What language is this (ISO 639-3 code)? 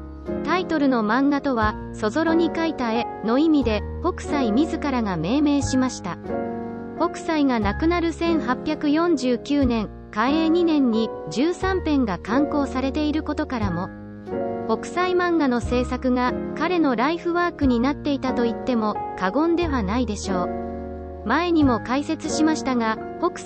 jpn